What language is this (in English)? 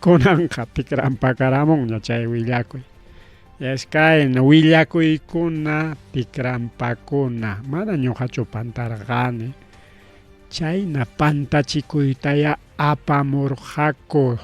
Ayacucho Quechua